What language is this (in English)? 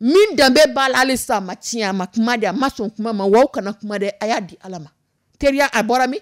Dyula